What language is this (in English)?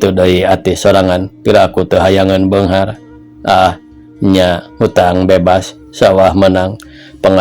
Sundanese